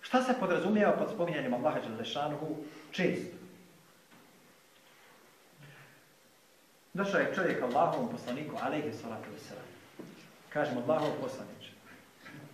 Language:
Bosnian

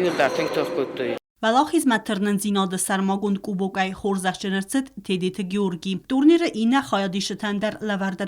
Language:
Ossetic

